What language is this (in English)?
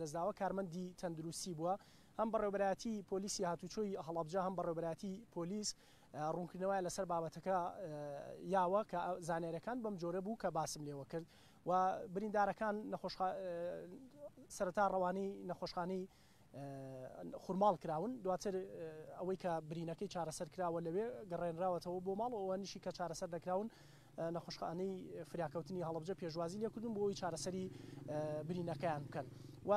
Central Kurdish